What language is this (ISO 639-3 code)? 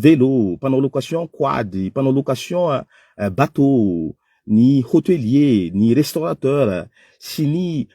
mlg